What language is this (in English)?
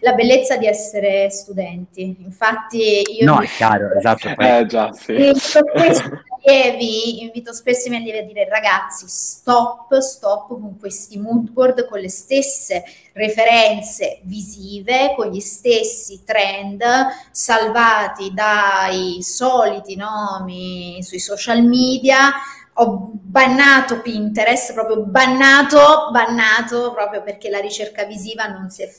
Italian